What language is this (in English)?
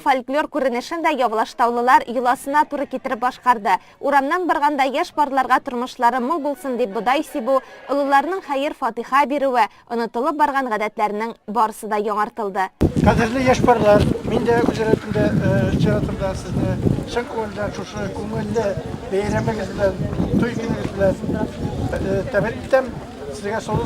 Tatar